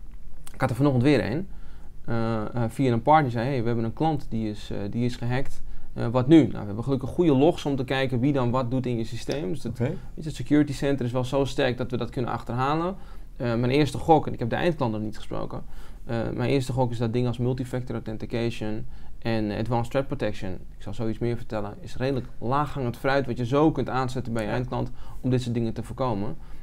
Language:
Dutch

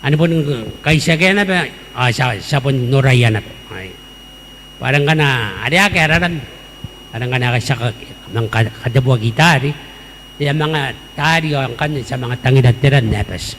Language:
Gilbertese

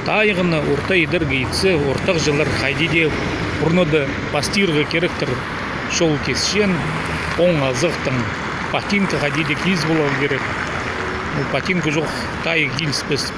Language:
Khakas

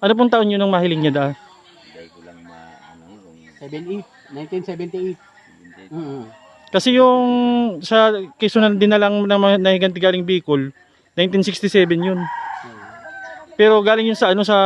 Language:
Bikol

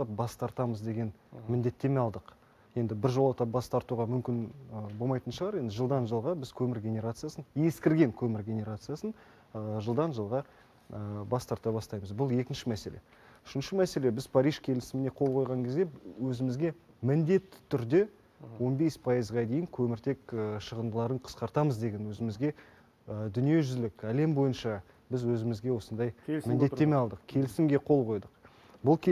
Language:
Kazakh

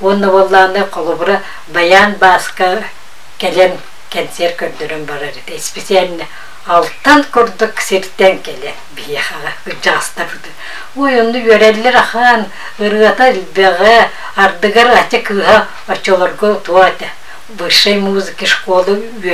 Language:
Yakut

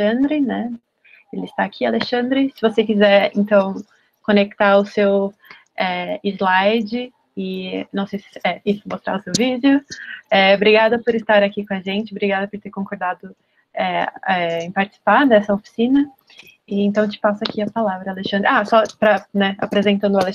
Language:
Portuguese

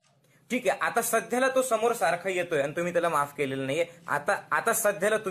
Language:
Marathi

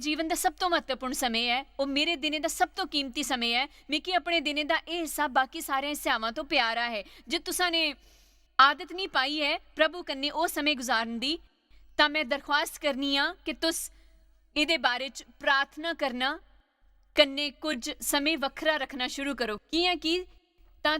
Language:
Dogri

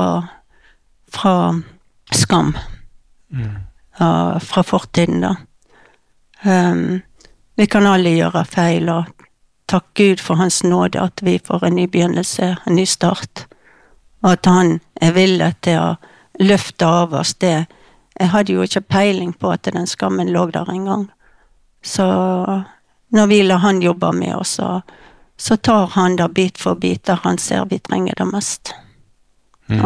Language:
Norwegian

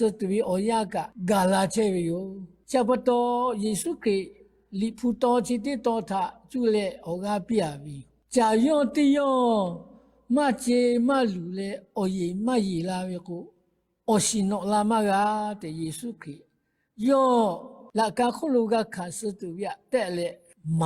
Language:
Lahu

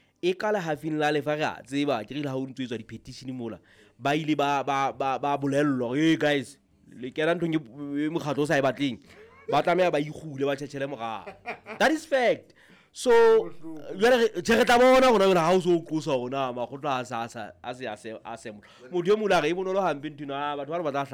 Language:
Southern Sotho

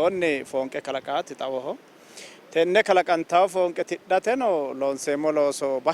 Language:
Sidamo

